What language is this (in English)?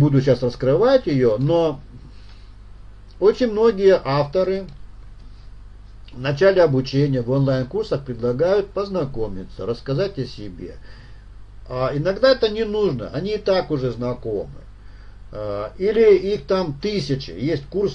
Russian